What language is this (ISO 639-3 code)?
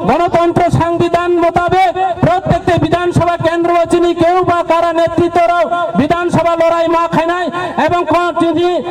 trp